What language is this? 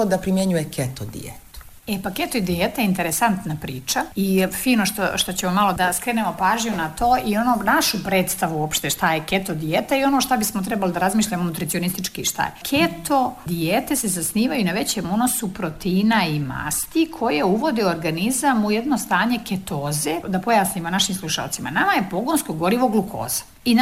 Serbian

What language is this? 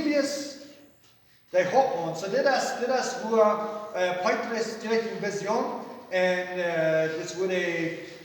Plautdietsch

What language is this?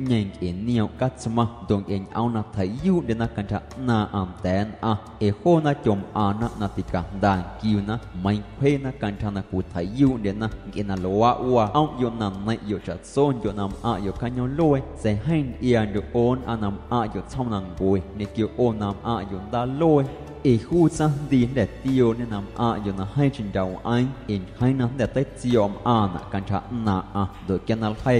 Guerrero Amuzgo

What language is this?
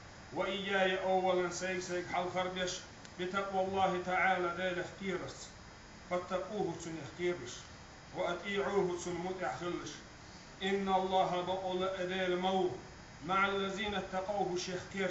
Chechen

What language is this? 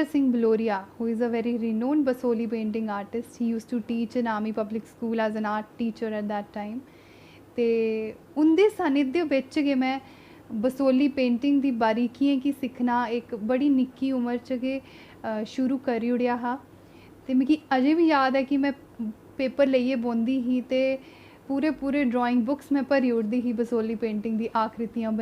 Dogri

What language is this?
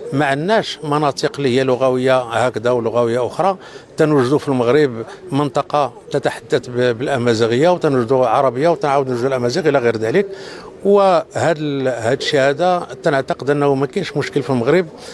Moroccan Arabic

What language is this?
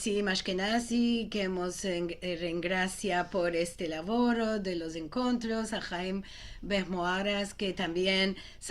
Ladino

